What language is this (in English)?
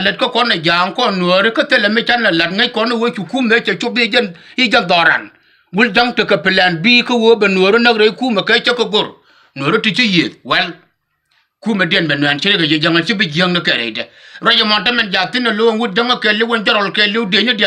Nuer